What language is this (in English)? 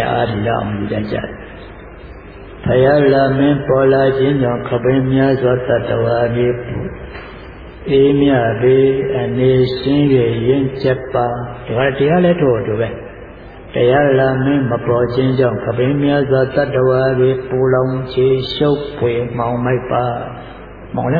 Burmese